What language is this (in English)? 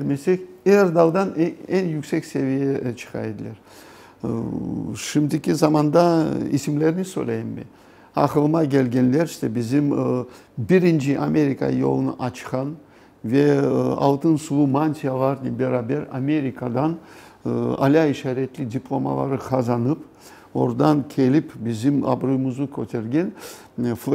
Crimean Tatar